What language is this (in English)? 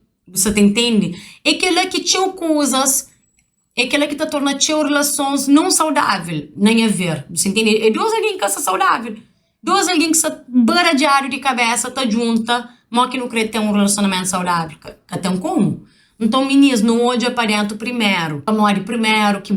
Kabuverdianu